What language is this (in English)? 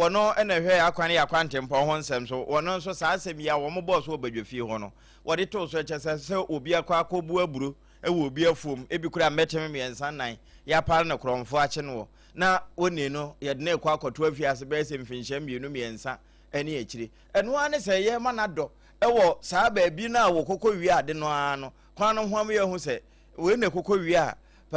Akan